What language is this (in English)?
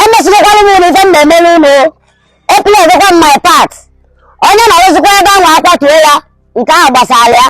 Igbo